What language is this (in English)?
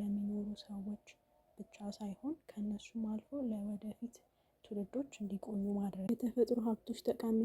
Amharic